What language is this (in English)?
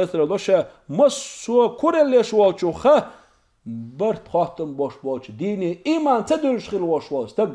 Chechen